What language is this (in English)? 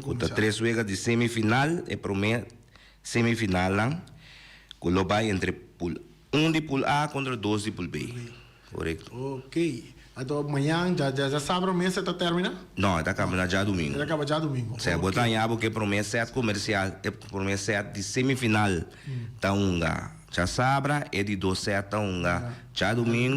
Papiamento